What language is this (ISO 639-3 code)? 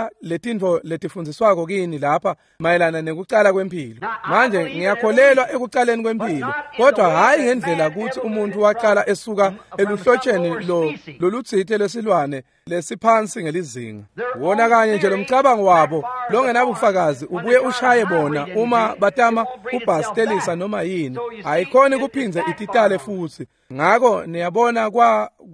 ssw